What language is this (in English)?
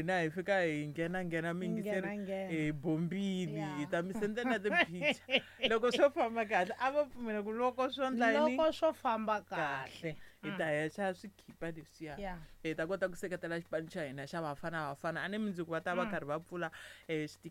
Tsonga